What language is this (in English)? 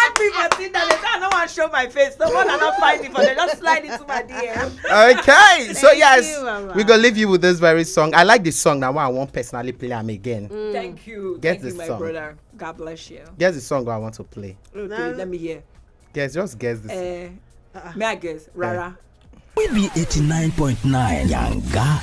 Nigerian Pidgin